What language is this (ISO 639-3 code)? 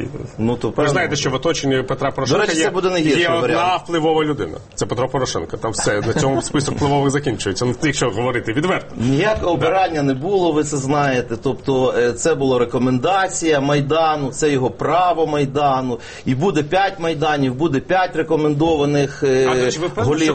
ukr